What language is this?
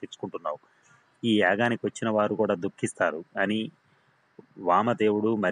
Telugu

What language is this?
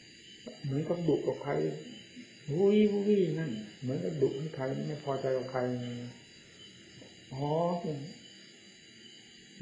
Thai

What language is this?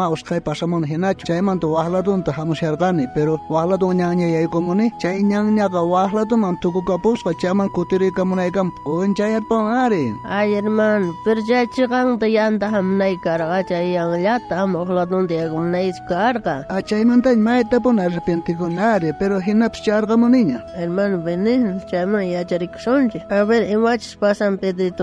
South Bolivian Quechua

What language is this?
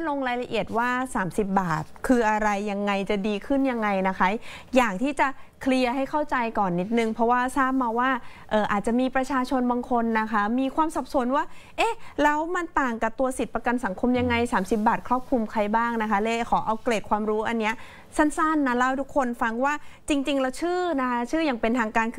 Thai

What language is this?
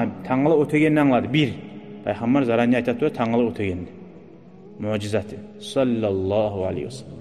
Kumyk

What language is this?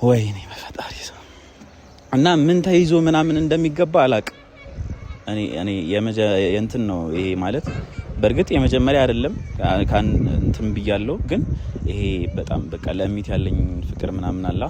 Amharic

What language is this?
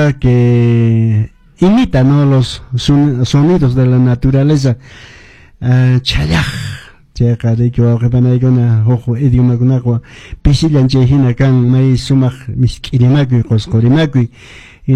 Quechua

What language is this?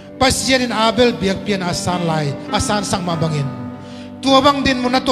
Tedim Chin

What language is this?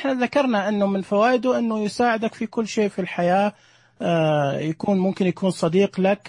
Najdi Arabic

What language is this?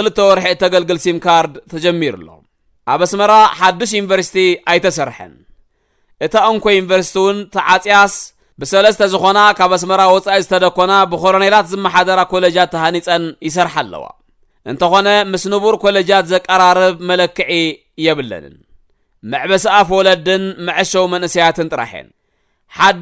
Tigrinya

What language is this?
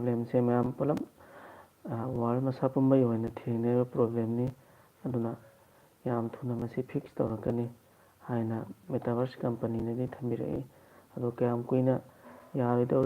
Manipuri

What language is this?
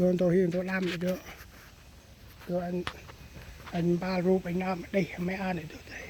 Central Mnong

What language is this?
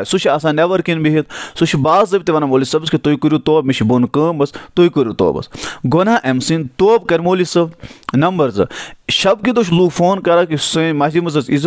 Kashmiri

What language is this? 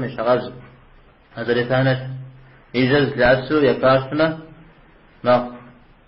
Kabardian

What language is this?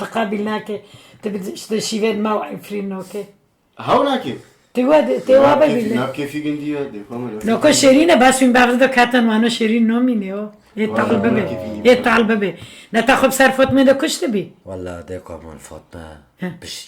Kurdish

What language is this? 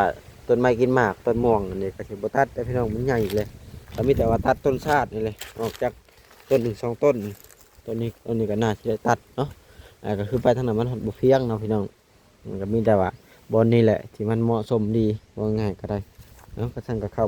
Lao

